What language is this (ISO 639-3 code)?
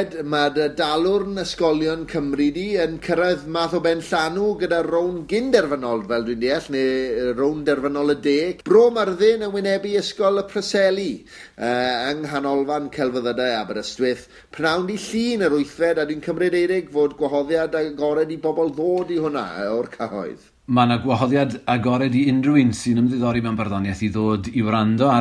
cym